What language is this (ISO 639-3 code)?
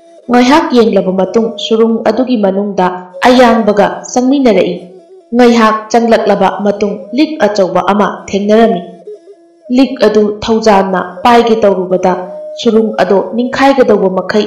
mni